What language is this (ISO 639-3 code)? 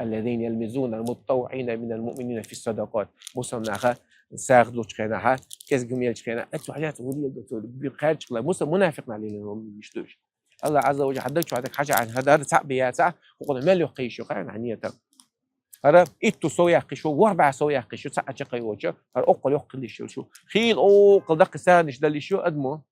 che